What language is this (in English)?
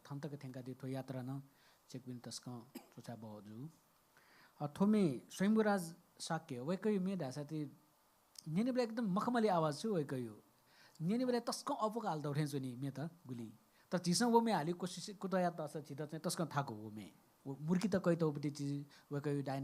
Newari